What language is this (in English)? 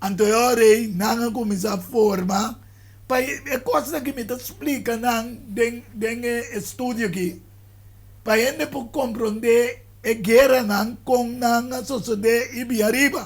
Papiamento